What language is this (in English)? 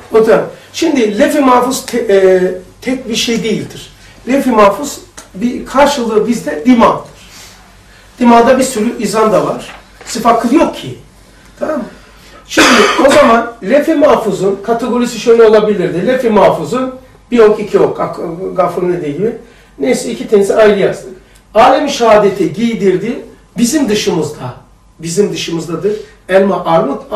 Turkish